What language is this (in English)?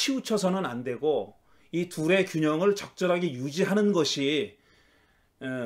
Korean